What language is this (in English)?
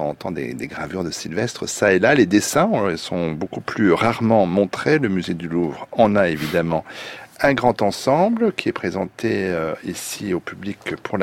French